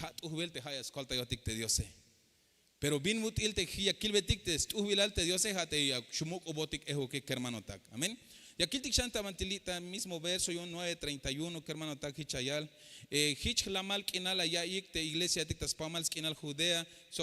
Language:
Tzeltal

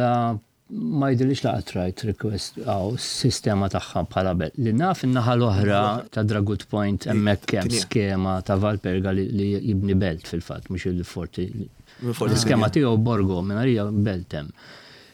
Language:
Maltese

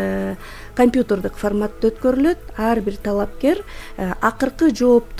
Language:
Kyrgyz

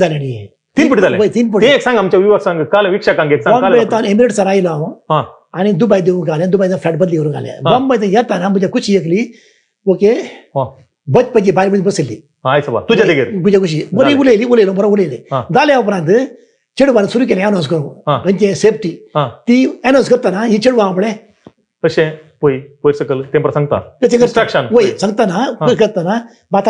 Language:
Konkani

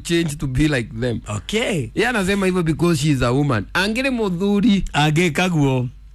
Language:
Kikuyu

